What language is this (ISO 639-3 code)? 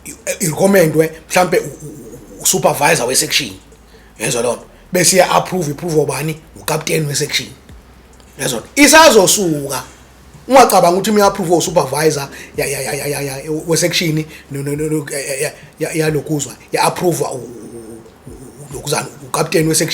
zul